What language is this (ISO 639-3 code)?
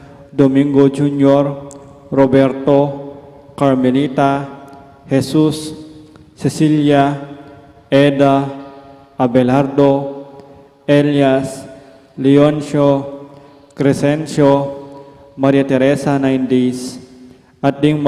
pam